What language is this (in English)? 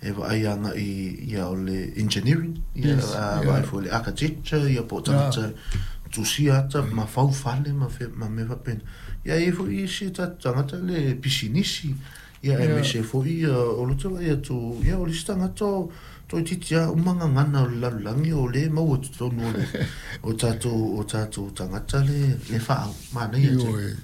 Samoan